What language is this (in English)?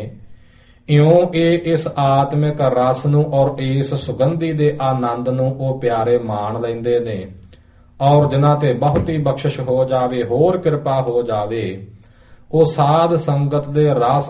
Punjabi